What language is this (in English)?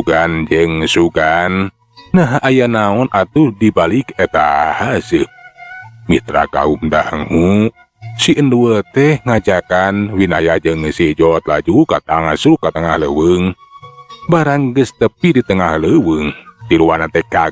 Sundanese